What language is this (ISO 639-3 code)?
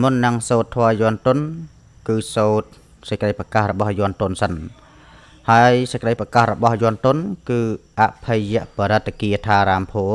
khm